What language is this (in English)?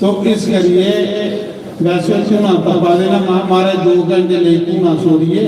Dogri